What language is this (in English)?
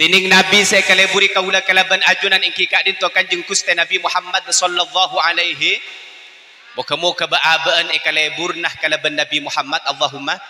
Madurese